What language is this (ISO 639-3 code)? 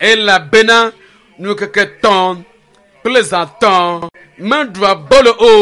ewe